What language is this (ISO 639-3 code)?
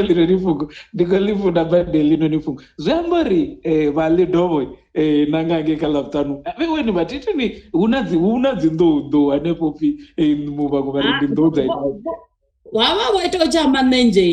ven